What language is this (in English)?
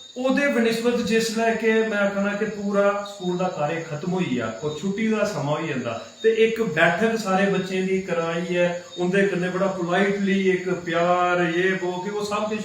Dogri